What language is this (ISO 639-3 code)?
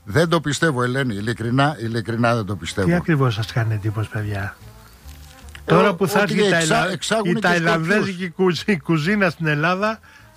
ell